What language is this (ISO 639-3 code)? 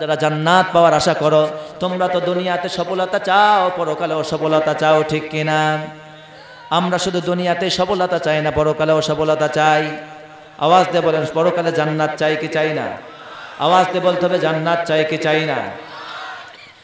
ben